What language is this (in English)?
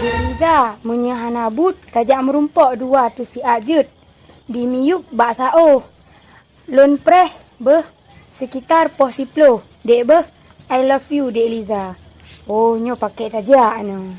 Achinese